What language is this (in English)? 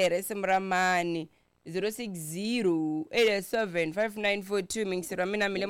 Tsonga